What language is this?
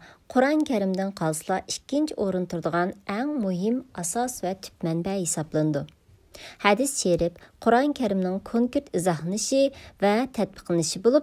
Uyghur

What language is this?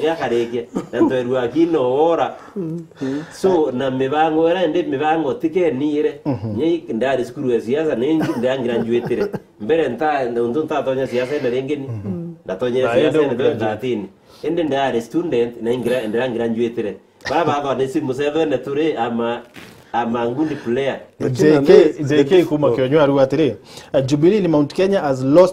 Meru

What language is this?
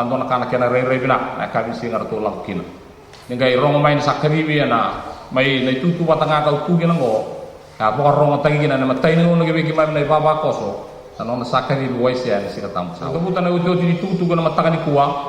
Fijian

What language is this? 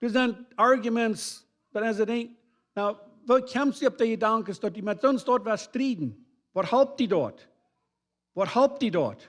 Plautdietsch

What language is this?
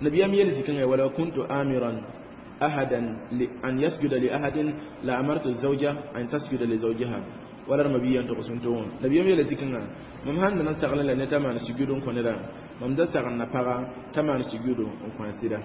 Mossi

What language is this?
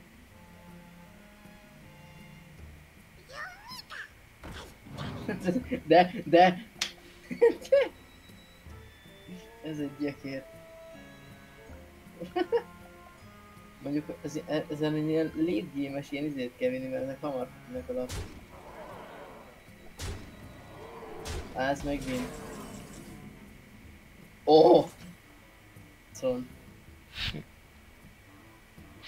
Hungarian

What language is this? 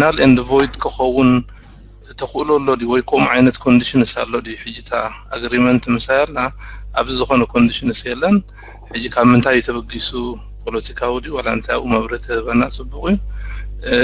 Tigrinya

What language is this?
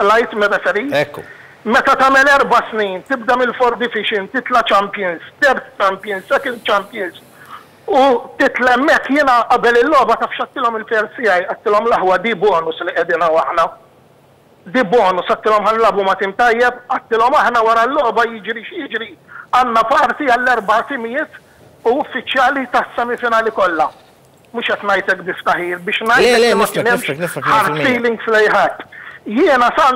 Maltese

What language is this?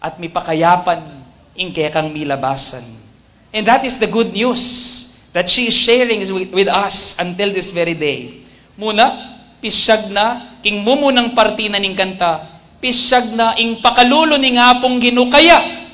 Pampanga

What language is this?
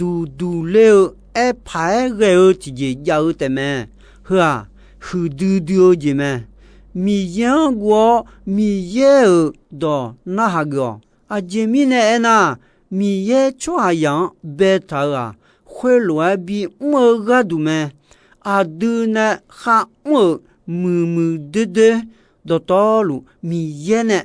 Akha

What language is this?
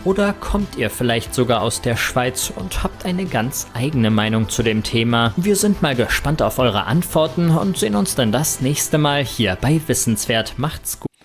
Swiss German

